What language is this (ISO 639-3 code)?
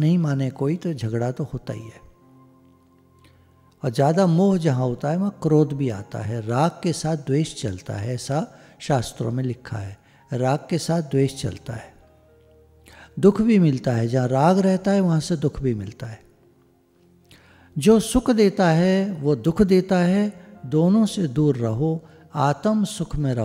hin